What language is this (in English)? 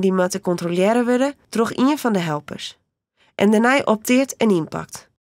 Western Frisian